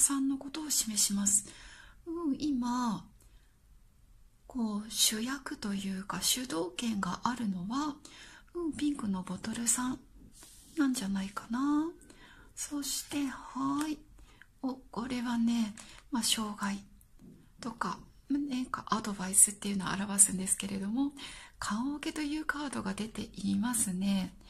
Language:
Japanese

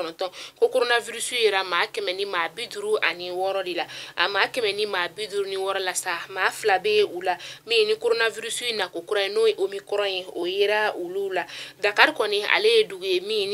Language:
Bambara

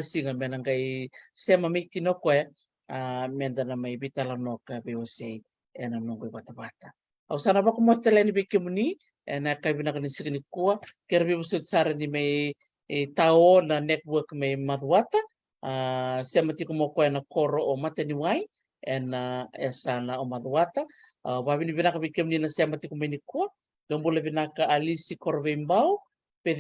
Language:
Fijian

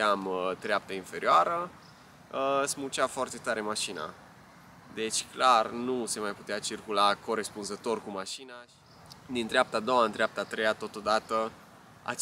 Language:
Romanian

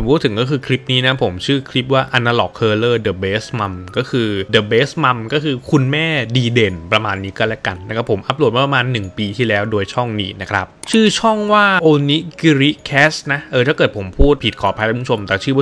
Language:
Thai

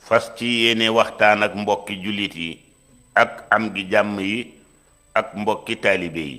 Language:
Wolof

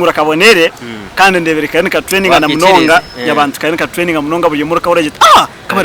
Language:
Nyankole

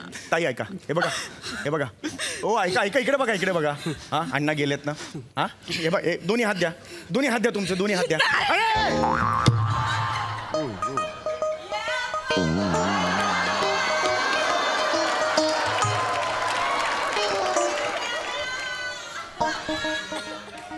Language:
Marathi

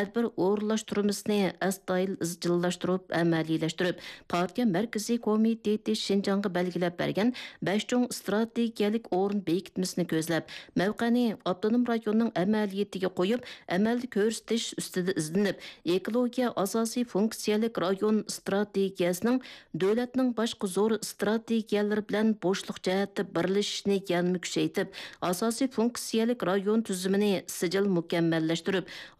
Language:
Uyghur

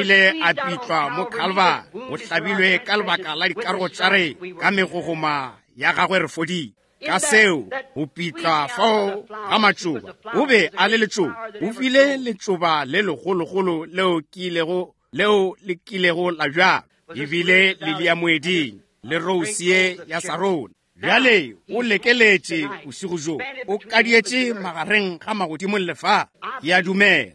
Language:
Northern Sotho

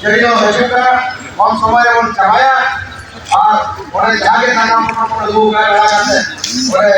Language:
Santali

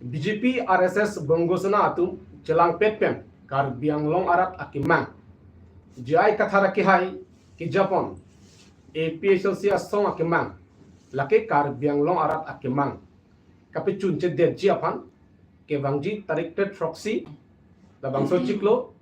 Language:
Karbi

